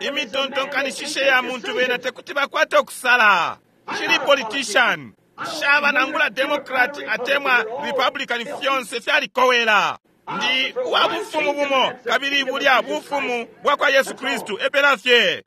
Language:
Bemba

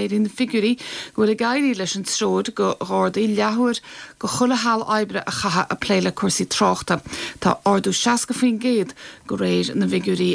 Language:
Irish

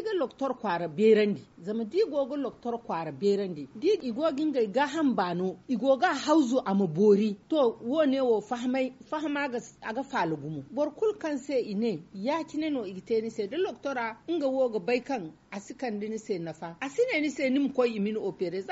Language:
Zarma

